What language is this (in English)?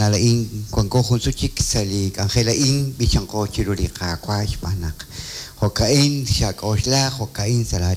Kekchí